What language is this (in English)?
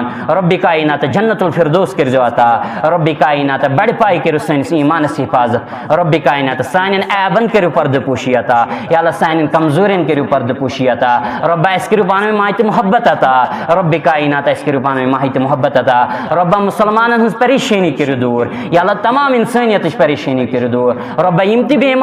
Kashmiri